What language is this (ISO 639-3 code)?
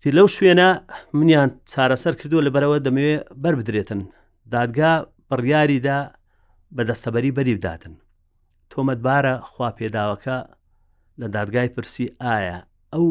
ckb